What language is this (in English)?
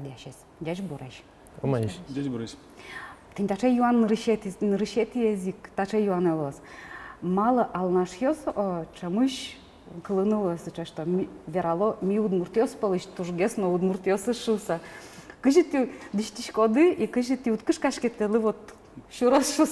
Udmurt